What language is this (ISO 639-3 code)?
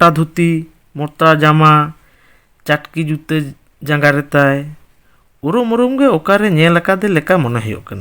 sat